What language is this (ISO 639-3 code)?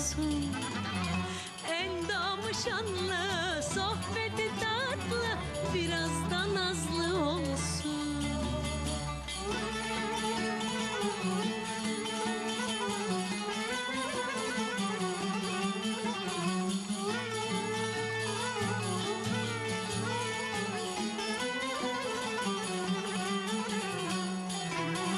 tur